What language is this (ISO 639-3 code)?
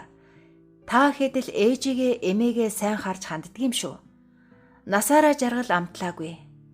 mon